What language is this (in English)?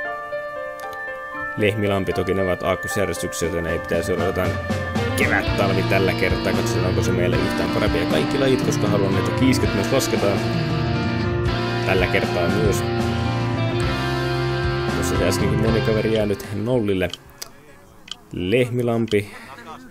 Finnish